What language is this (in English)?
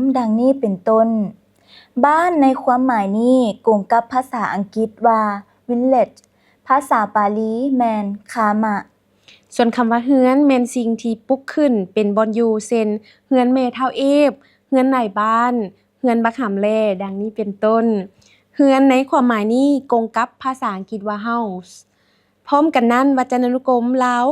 Lao